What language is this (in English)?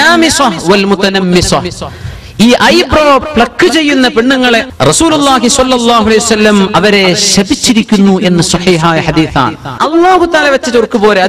Malayalam